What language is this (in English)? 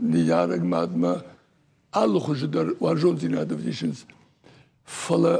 Ossetic